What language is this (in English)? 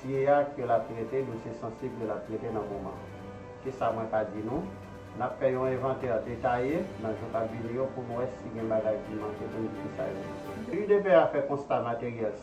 Haitian Creole